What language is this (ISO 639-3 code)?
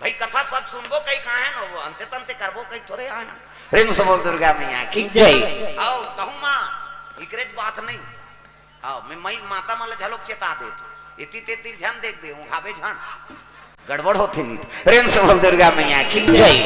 hne